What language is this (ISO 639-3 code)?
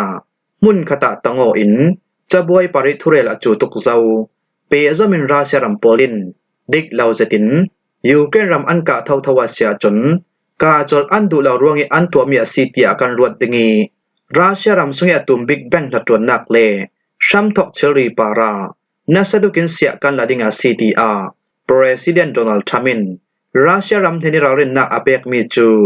cfm